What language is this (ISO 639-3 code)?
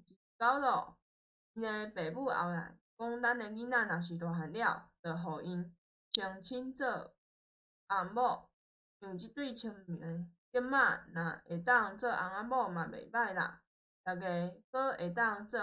nan